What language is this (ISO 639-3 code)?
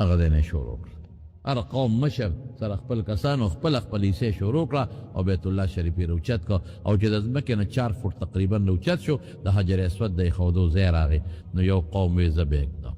pus